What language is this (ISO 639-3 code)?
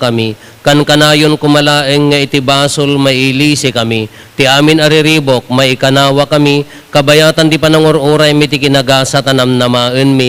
ilo